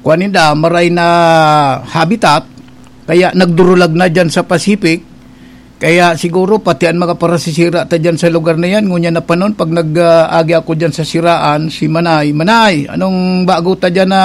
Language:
Bikol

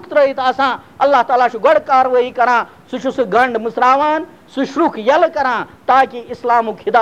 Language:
Kashmiri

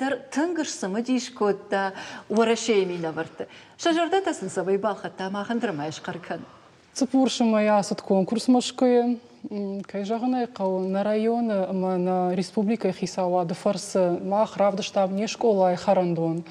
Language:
Ossetic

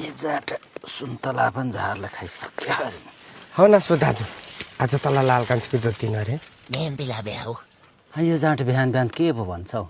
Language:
Nepali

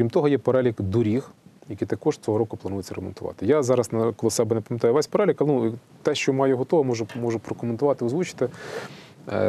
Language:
Ukrainian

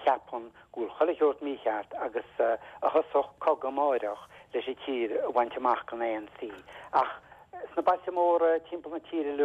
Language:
Irish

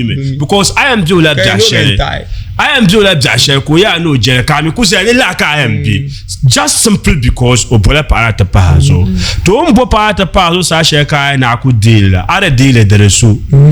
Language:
Dagbani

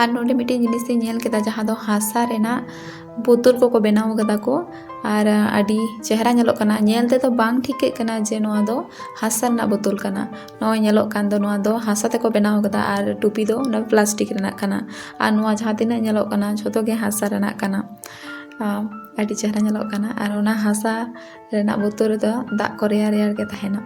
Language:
Santali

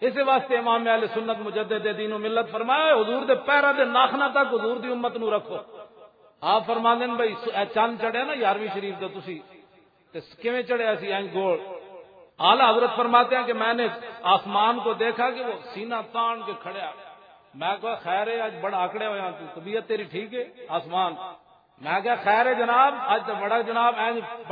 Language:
Western Panjabi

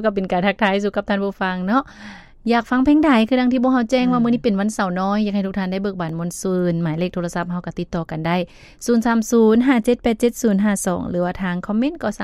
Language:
Lao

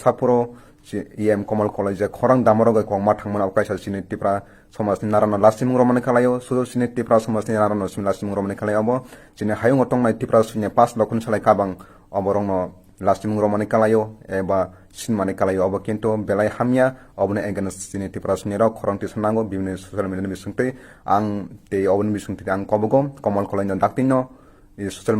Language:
Kok Borok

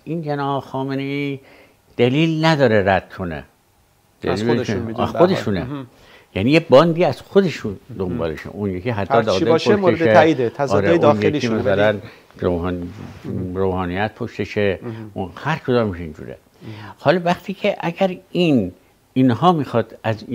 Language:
Persian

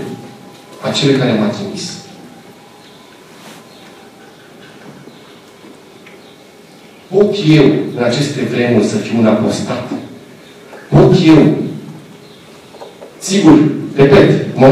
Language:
Romanian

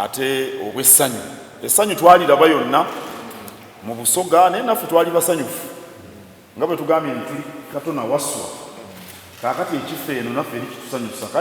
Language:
Soga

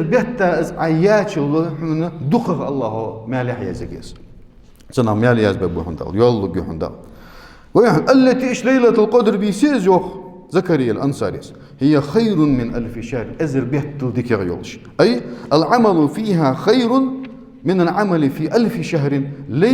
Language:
Ingush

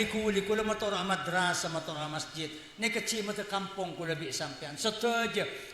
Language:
Madurese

